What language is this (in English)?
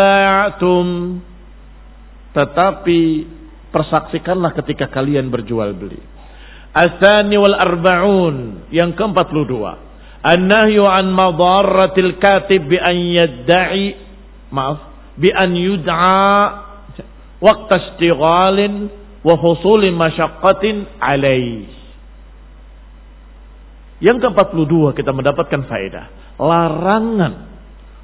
Indonesian